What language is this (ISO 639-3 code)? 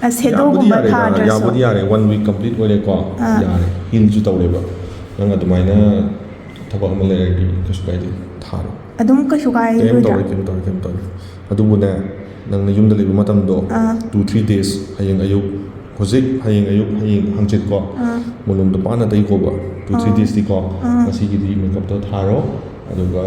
mni